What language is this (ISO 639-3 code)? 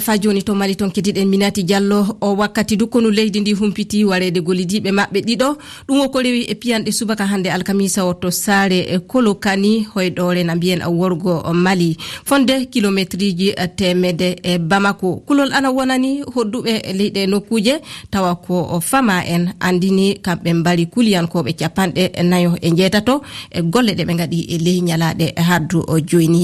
ful